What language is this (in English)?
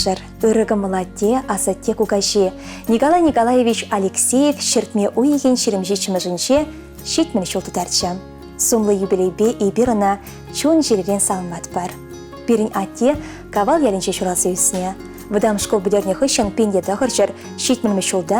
Chuvash